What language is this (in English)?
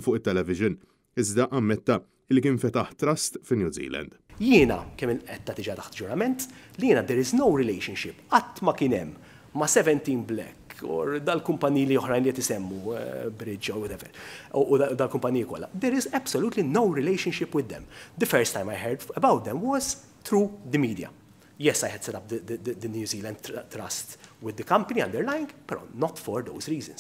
Maltese